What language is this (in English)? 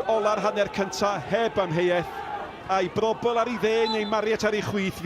Welsh